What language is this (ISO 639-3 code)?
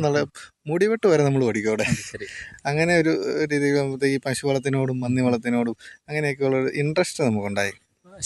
mal